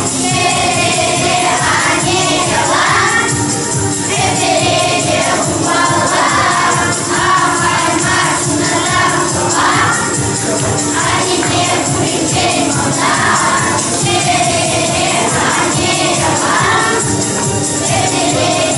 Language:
Chuvash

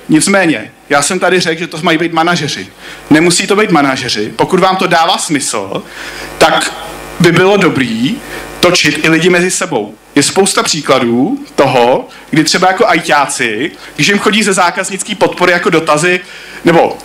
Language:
Czech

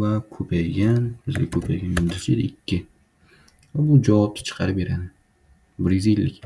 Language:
Uzbek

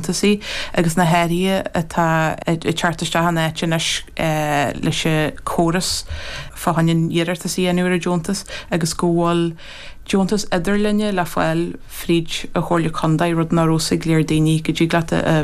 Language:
Irish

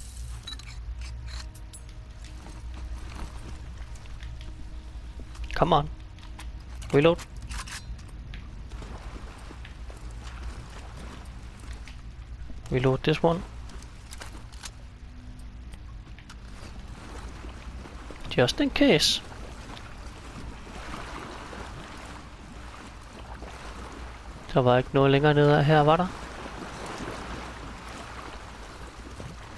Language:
Danish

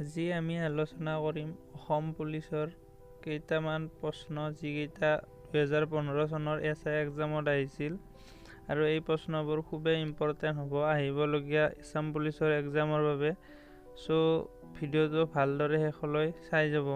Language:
Assamese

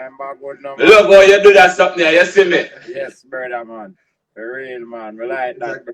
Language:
Jamaican Creole English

